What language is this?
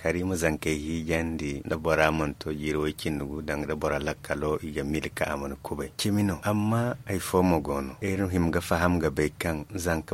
Zarma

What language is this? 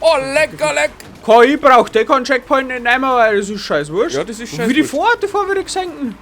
Bavarian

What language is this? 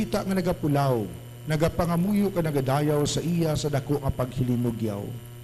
Hiligaynon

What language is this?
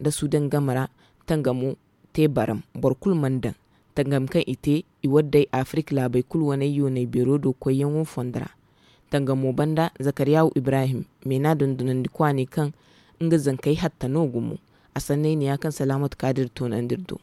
Zarma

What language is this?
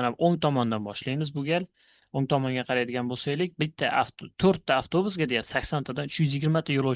Uzbek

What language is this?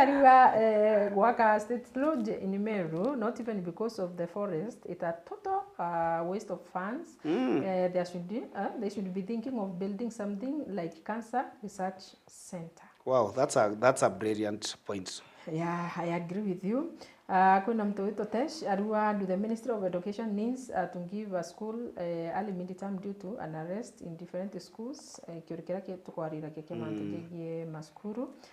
Meru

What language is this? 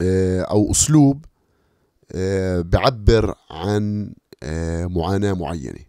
North Levantine Arabic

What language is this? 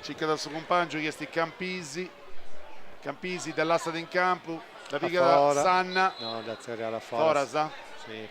Sardinian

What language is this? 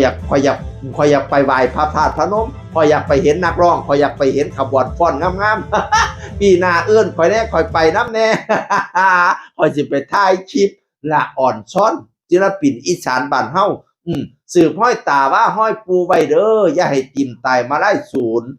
Northeastern Thai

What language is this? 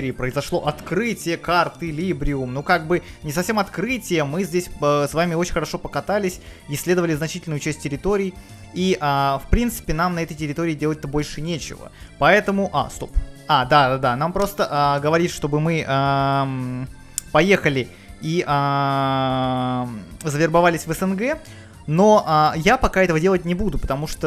Russian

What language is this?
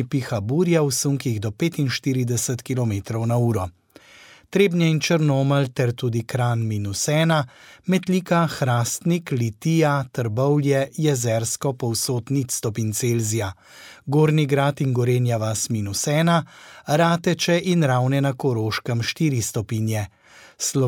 Slovenian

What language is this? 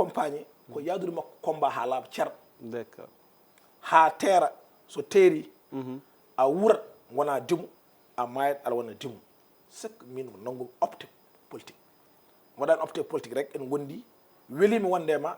Fula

